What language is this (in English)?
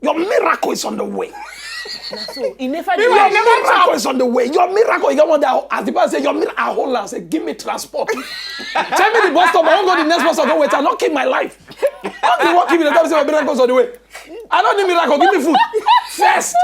Nigerian Pidgin